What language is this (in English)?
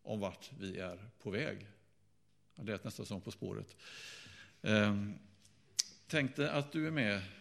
Swedish